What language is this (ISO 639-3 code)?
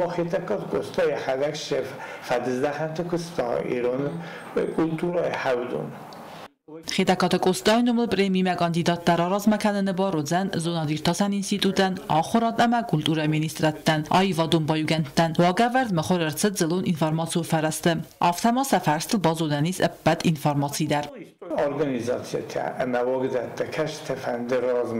oss